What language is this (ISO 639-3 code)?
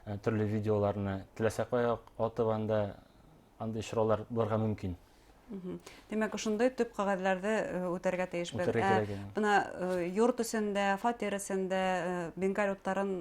bak